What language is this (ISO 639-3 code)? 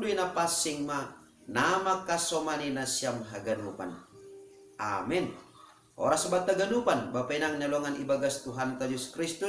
bts